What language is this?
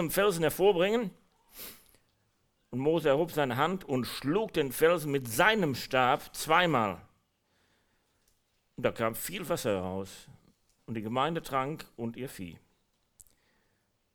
German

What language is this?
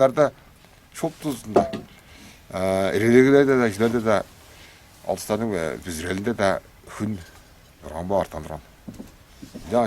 Tuvinian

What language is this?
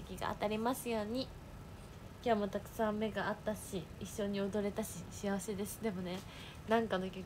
Japanese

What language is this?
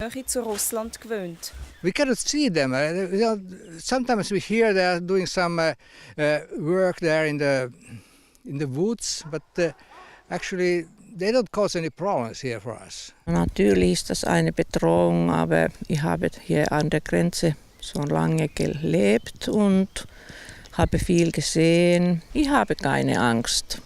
Swiss German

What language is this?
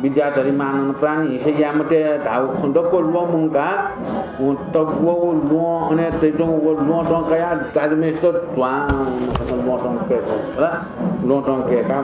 Newari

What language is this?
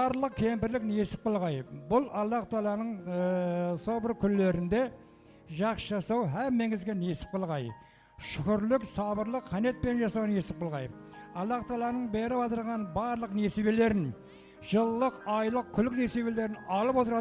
Kara-Kalpak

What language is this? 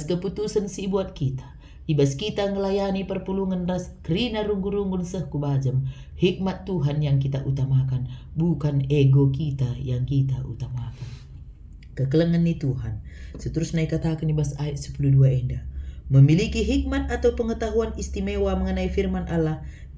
Batak Karo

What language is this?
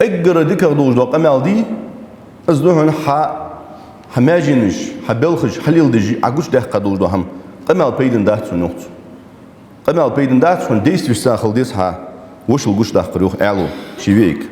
Ingush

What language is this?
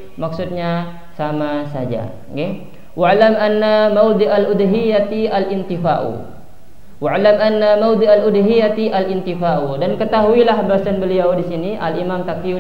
Indonesian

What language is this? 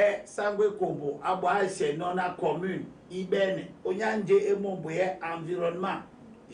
Duala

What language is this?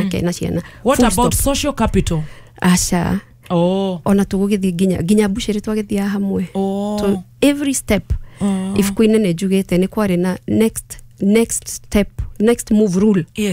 Kikuyu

